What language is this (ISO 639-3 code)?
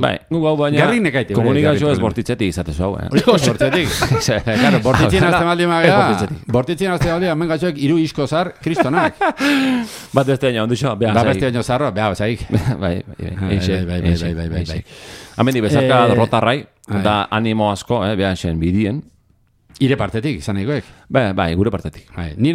eus